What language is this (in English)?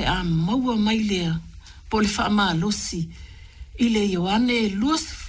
Samoan